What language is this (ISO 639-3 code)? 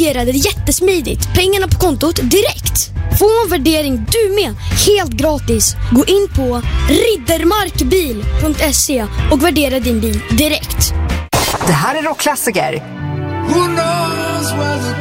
swe